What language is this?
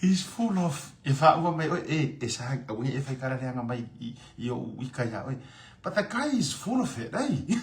Samoan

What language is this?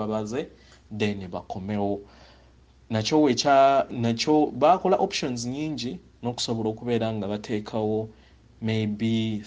Ganda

